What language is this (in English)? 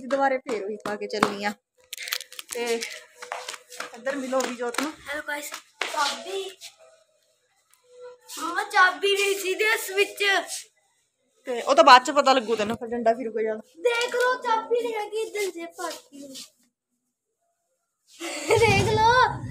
Punjabi